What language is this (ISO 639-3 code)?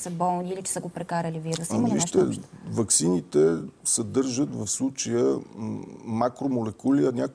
bul